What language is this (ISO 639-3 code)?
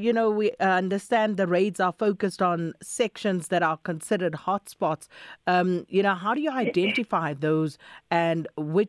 eng